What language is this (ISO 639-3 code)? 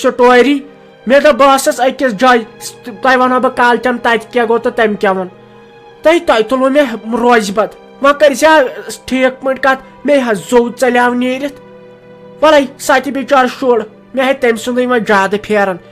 kas